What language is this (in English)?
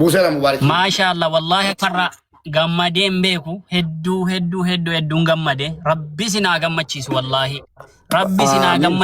Oromo